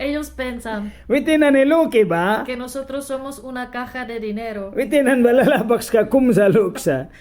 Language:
Mískito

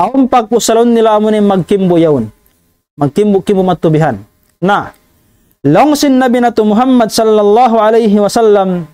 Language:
Tausug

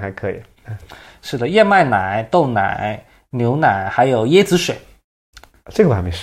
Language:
Chinese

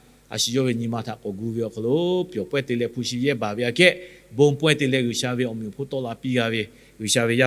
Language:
Lahu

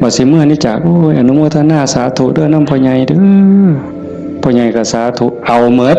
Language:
Northeastern Thai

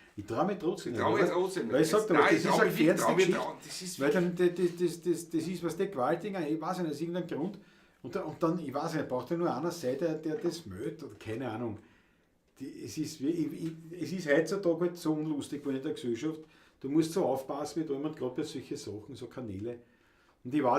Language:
Bavarian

